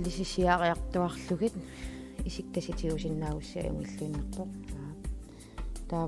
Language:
Kalaallisut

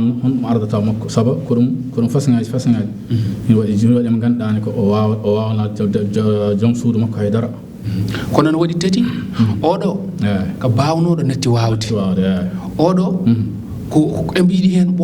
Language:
Fula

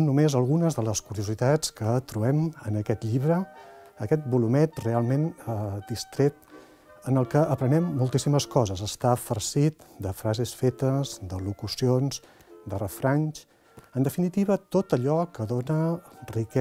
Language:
Catalan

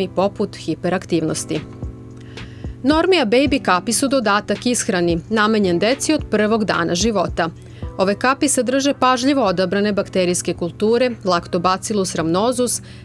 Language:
Serbian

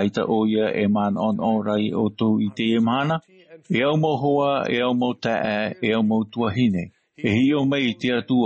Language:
Tahitian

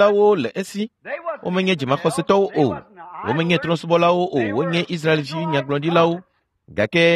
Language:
Ewe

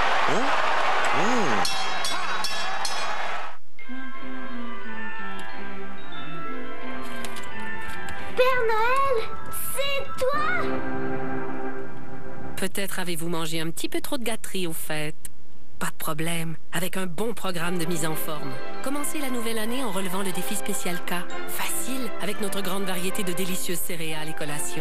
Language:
French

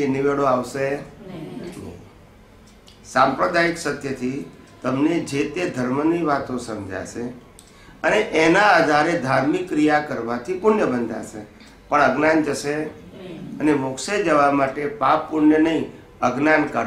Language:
Gujarati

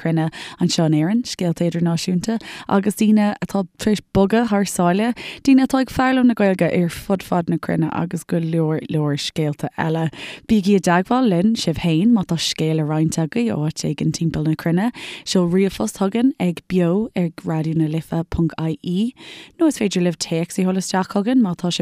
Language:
Irish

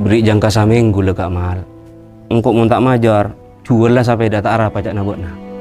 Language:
Madurese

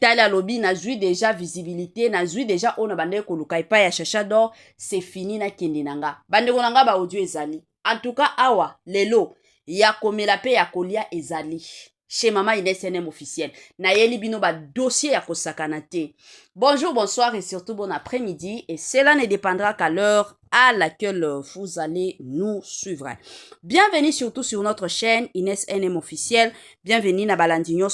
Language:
Lingala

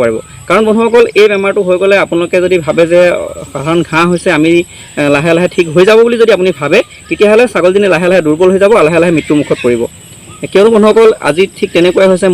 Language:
Assamese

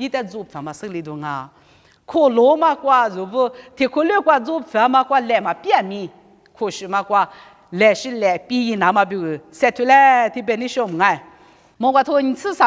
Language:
Lisu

